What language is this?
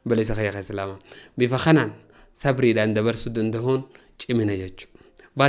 Oromo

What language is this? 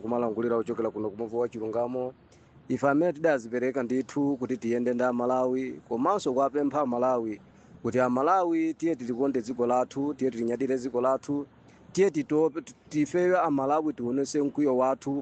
Nyanja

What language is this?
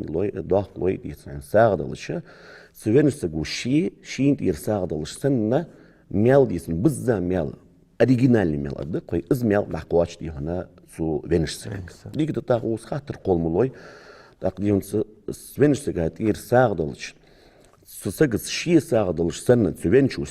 Ingush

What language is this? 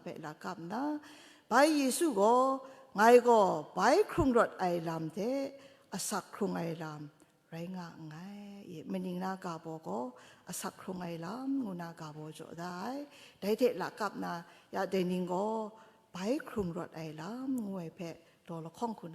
Kachin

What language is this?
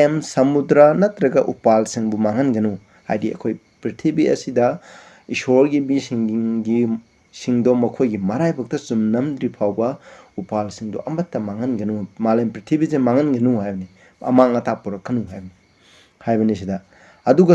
Manipuri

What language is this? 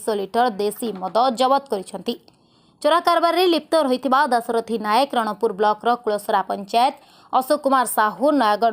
Odia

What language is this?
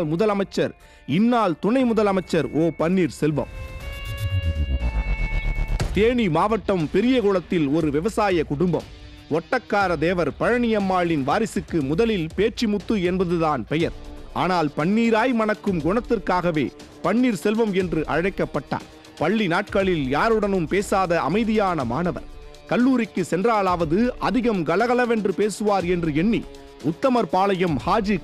Tamil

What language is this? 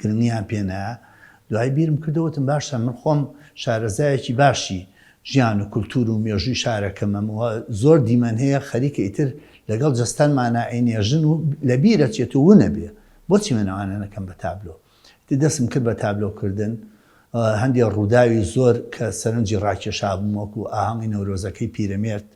Central Kurdish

